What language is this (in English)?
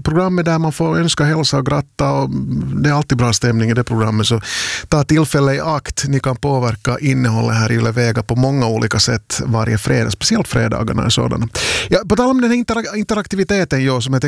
Swedish